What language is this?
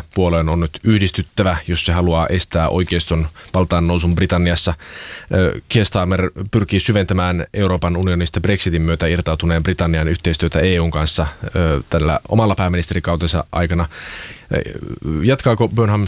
Finnish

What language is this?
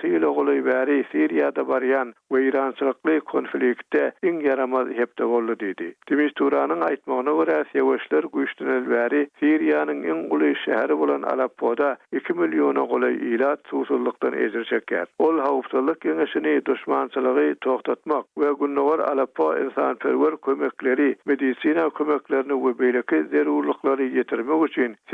Turkmen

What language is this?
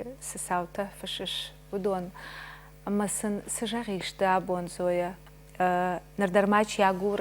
Ossetic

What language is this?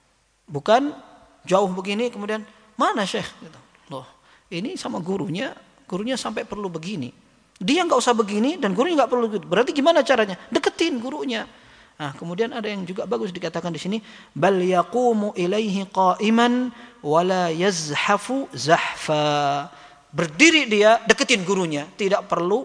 Indonesian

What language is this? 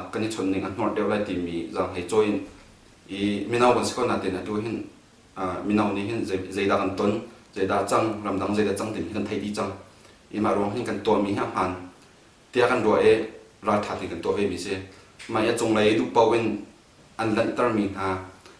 Hakha Chin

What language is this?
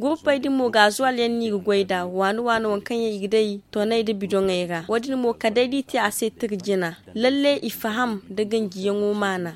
Zarma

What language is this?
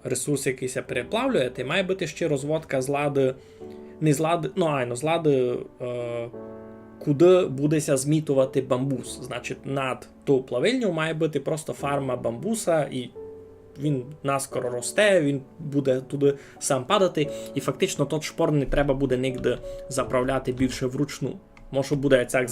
Rusyn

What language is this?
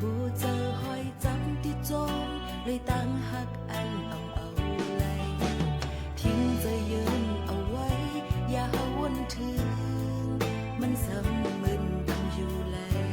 Shan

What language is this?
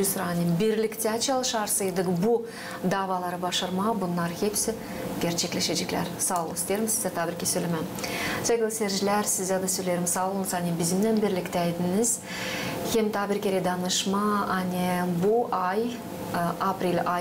Gagauz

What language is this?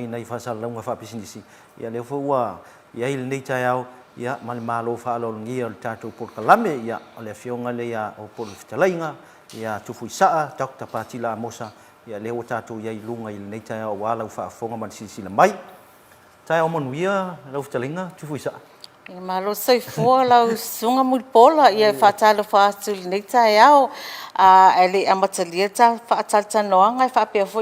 Samoan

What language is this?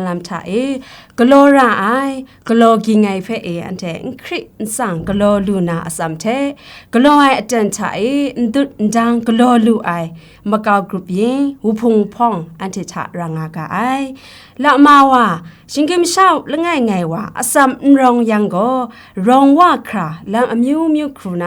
Kachin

